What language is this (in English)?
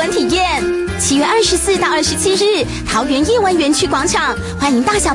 Chinese